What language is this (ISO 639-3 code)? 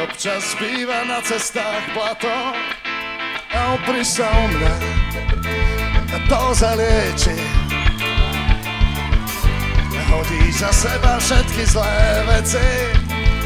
slk